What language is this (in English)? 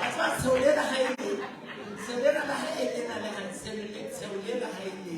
Southern Sotho